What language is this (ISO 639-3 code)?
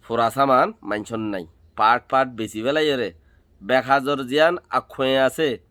rhg